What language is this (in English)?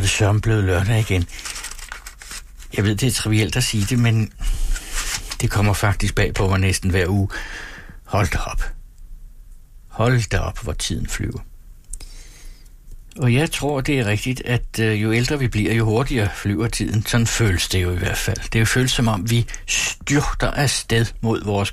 Danish